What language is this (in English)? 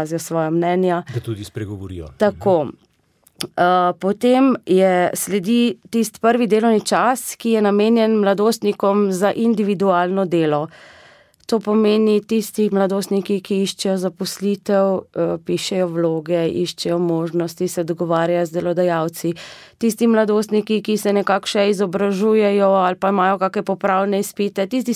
Slovenian